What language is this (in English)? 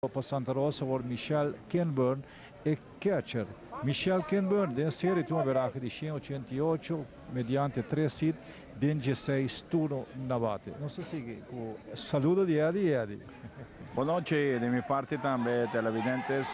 Papiamento